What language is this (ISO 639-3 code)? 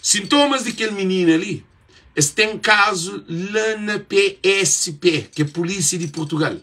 kea